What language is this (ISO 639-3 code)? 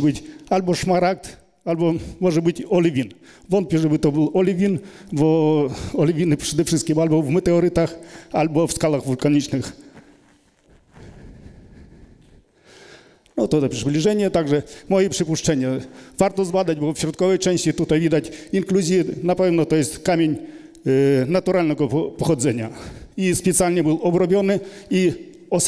pol